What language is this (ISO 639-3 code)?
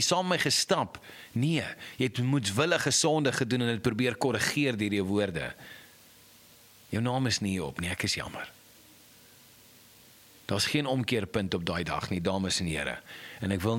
afr